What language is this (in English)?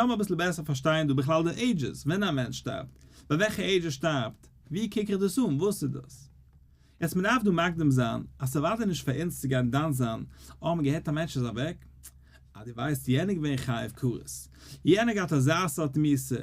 Yiddish